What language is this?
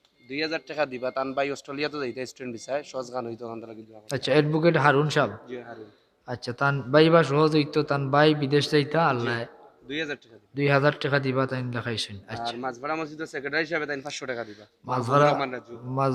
Sylheti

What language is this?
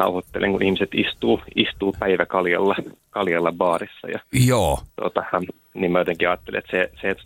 Finnish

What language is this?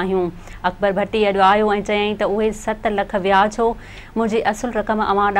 Sindhi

